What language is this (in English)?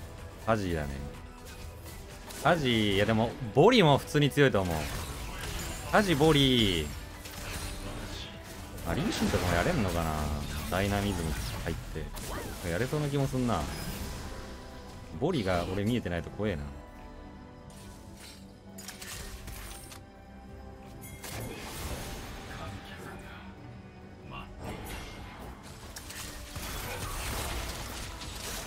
Japanese